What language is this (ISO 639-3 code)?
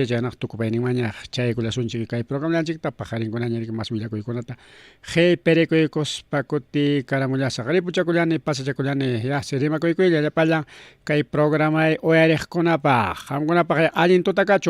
quy